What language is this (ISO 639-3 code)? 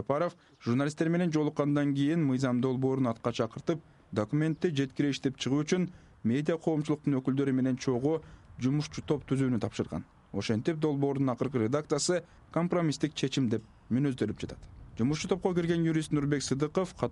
kir